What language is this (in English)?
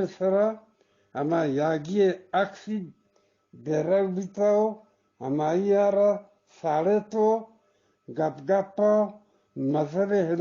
Eastern Balochi